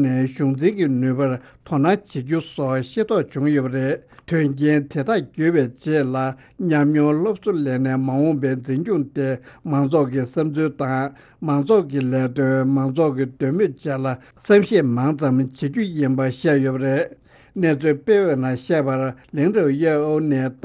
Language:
Tibetan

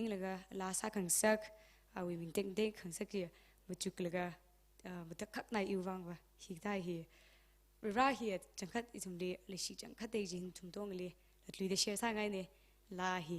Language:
Tangkhul Naga (India)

